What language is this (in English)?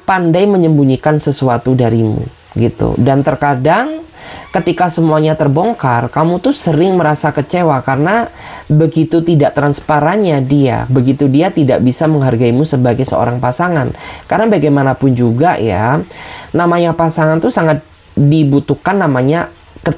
Indonesian